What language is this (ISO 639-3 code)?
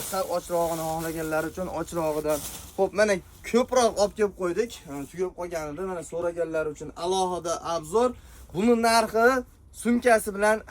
uzb